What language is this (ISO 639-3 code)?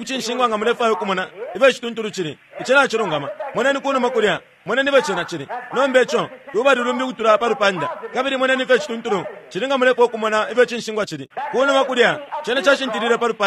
bem